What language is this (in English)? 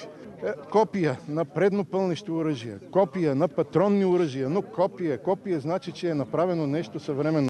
Bulgarian